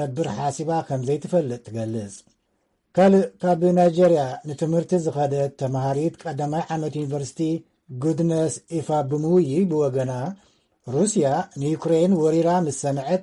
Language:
Tigrinya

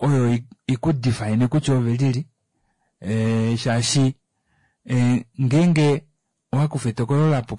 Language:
Kuanyama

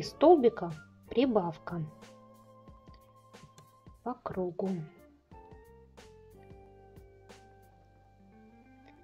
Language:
Russian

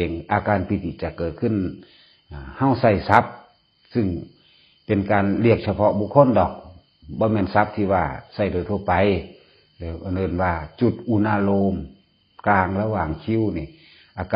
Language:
Northeastern Thai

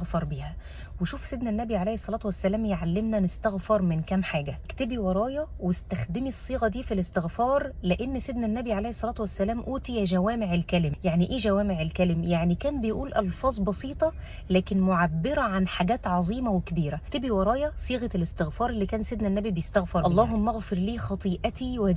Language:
Egyptian Arabic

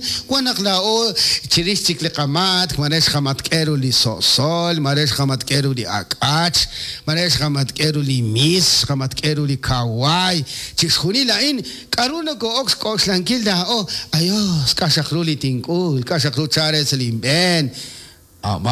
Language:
Kekchí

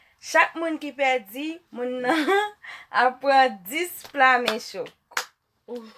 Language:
Haitian Creole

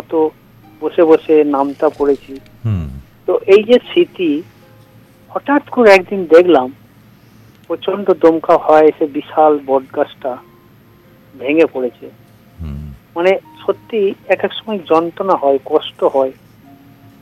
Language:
Bangla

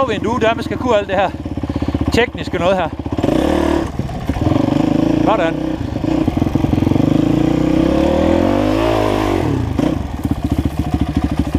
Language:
Danish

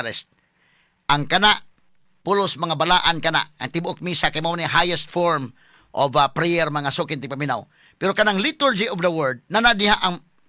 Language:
Cebuano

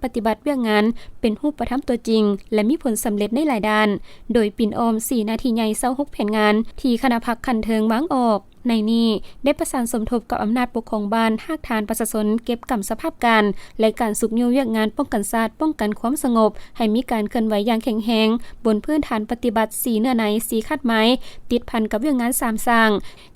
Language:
Lao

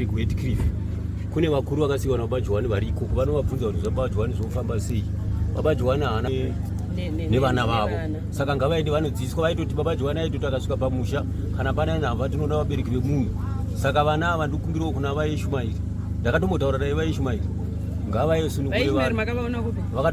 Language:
Shona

